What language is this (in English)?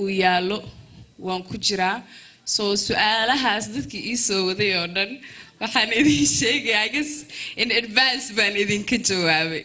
Somali